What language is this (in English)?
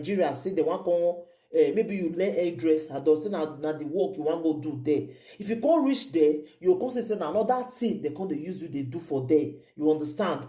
Nigerian Pidgin